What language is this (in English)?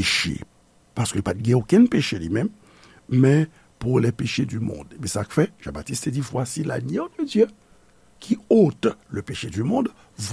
Haitian Creole